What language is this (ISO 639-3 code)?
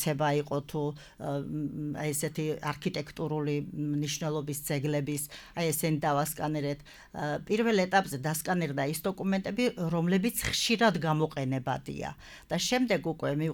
kat